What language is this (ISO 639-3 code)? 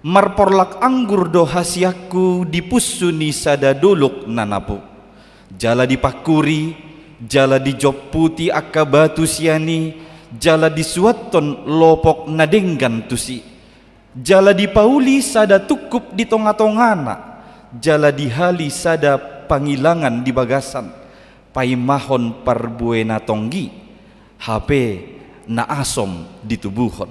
bbc